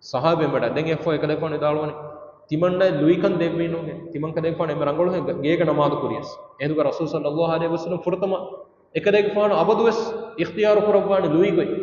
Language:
Divehi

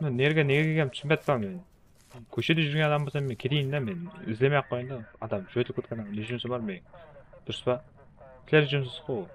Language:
Kara-Kalpak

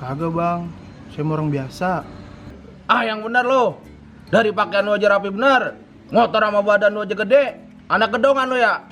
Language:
Betawi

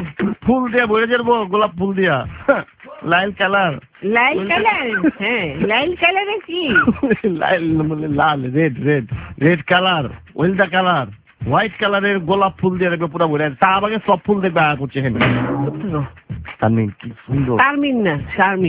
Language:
Bangla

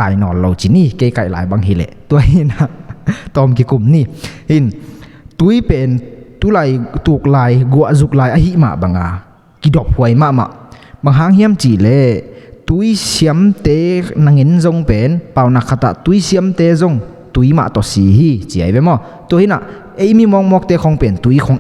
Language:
Tedim Chin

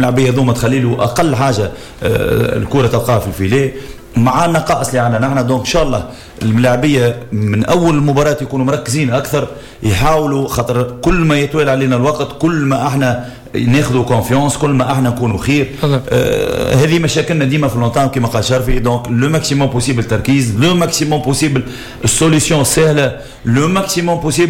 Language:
Tunisian Arabic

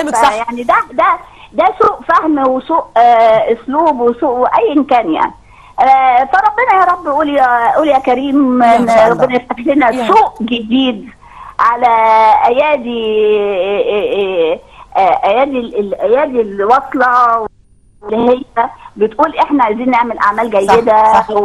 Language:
Egyptian Arabic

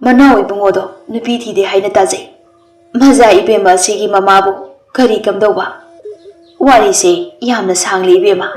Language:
Manipuri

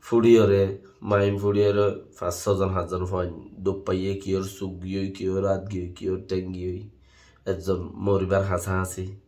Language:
Rohingya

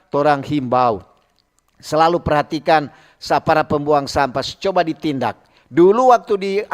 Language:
Manado Malay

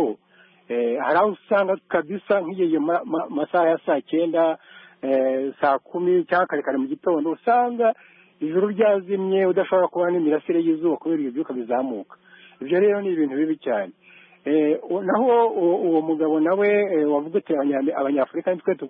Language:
Kinyarwanda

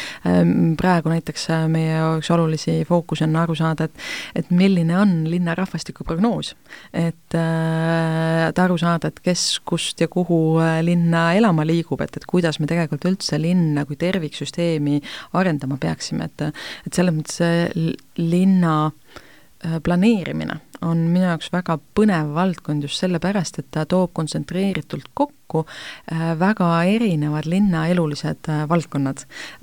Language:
Estonian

